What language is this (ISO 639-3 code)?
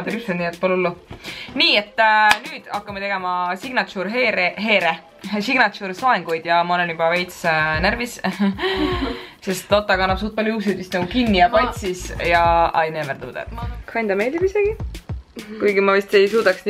est